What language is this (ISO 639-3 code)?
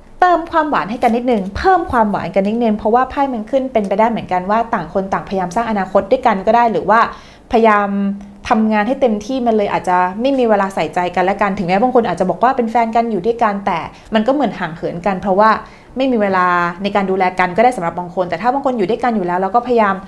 tha